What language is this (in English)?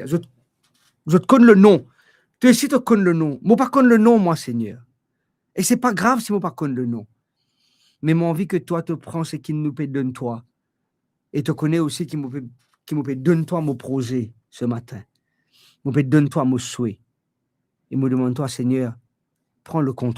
Morisyen